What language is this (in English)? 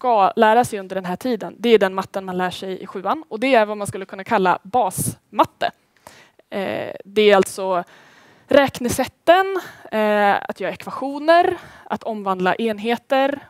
Swedish